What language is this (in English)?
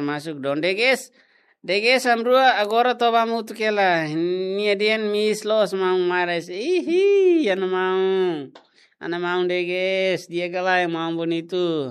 Tetum